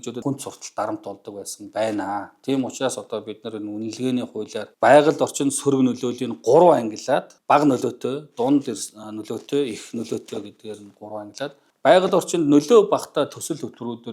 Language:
Mongolian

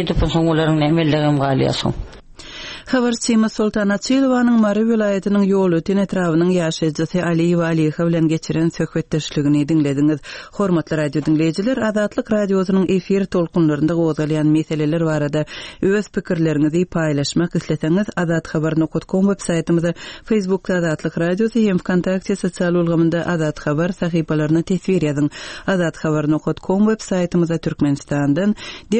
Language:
Turkmen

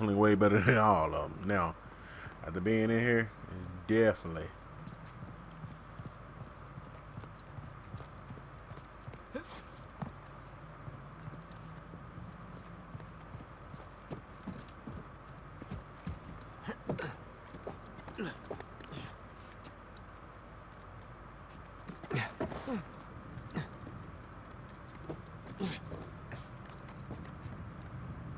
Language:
English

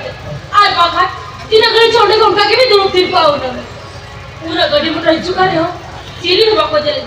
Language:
Santali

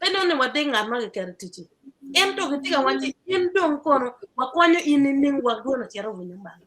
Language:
Acoli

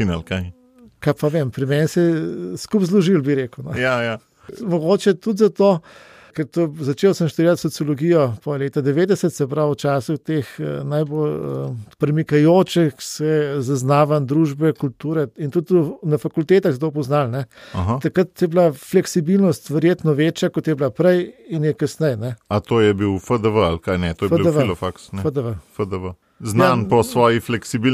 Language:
Slovenian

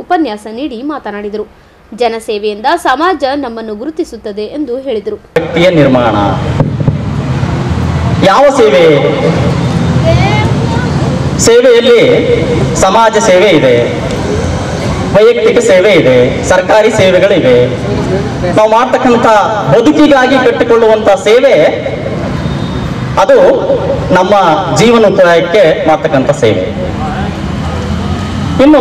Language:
Kannada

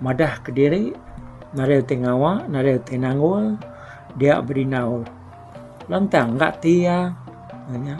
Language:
Iban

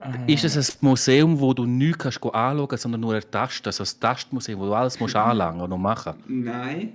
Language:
Swiss German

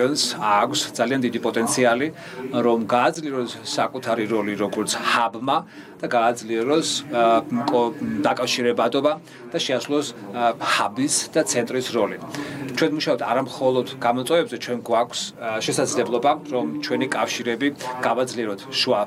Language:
Georgian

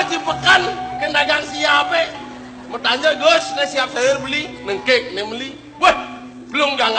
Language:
Balinese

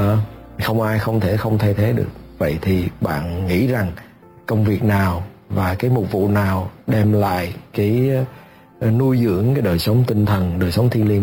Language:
Vietnamese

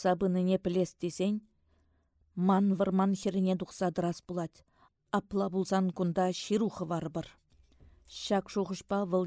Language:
Chuvash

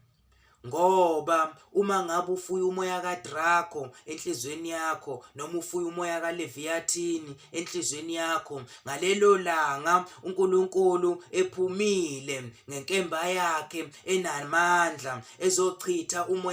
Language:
Zulu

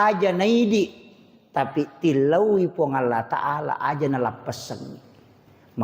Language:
Buginese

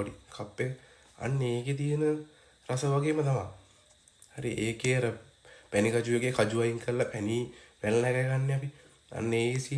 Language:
Sinhala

